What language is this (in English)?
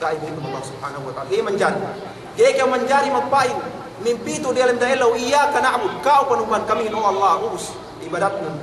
Yakan